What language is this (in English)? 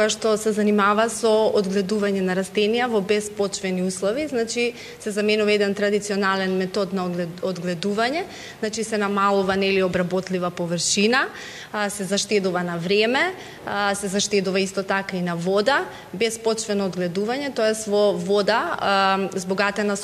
Macedonian